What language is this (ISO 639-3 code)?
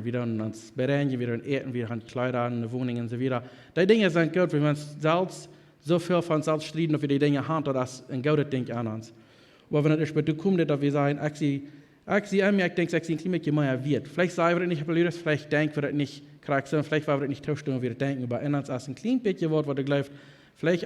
pdt